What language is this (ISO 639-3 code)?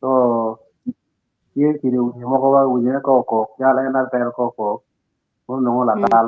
ach